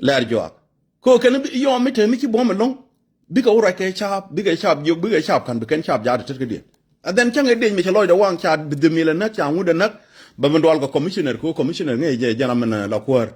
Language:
Nuer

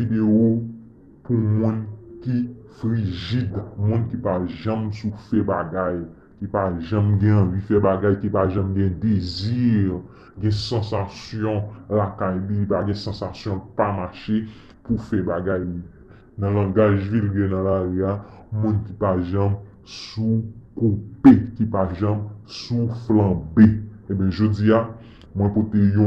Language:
Haitian Creole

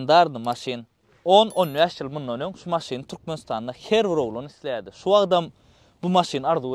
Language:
Turkmen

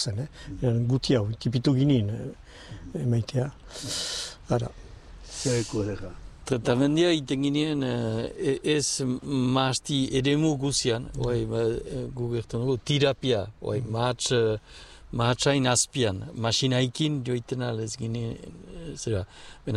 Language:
Basque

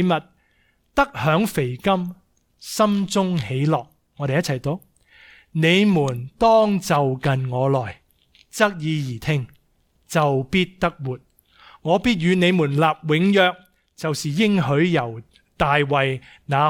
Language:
Cantonese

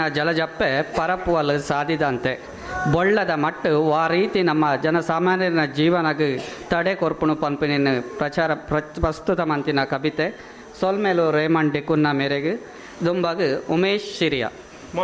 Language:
Tulu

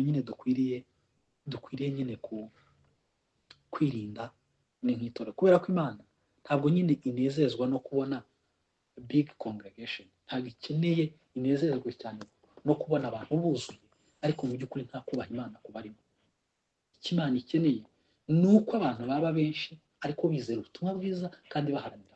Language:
Kinyarwanda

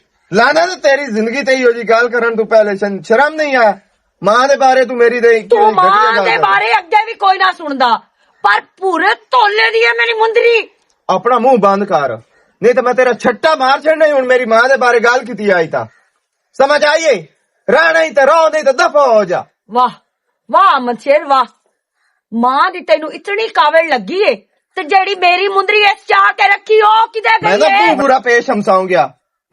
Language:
Western Panjabi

